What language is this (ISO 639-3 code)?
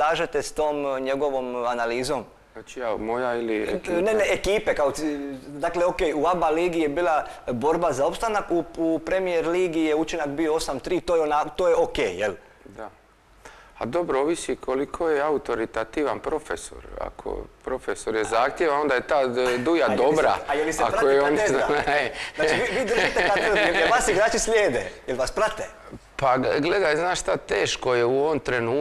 hrv